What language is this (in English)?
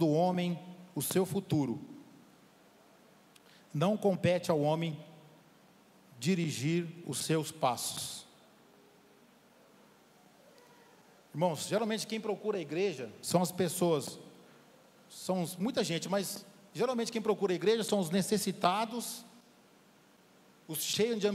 Portuguese